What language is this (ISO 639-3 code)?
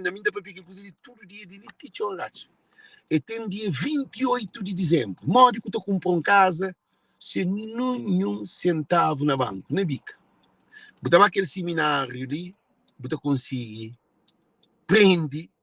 kea